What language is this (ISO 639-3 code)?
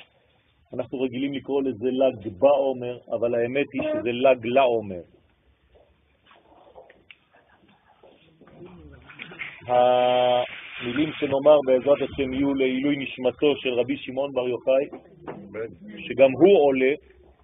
heb